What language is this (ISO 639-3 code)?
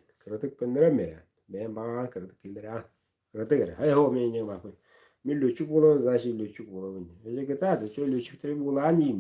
sah